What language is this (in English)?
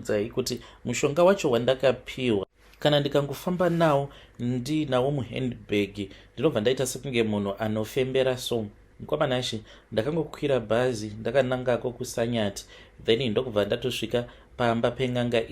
Shona